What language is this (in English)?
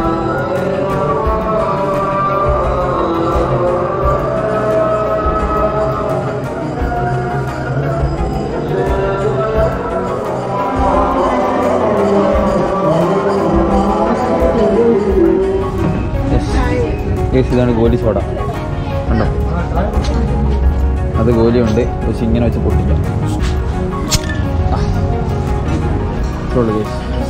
Malayalam